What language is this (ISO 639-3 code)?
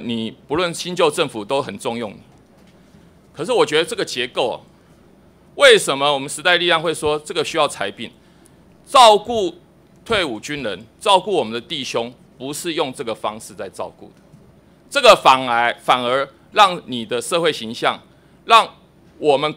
zho